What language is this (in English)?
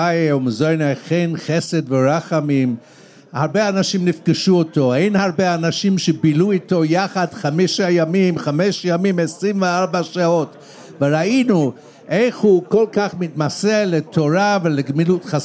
Hebrew